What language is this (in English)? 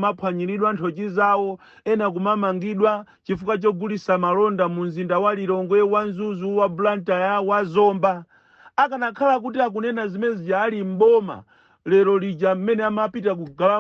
Nyanja